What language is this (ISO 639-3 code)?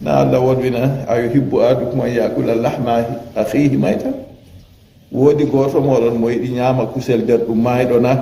ful